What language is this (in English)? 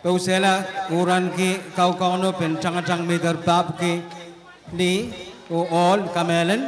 Pohnpeian